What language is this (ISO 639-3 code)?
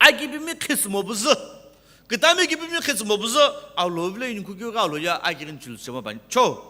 nsm